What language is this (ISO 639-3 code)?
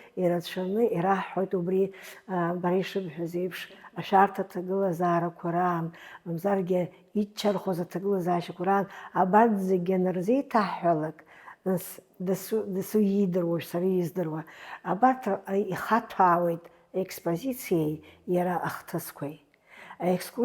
abk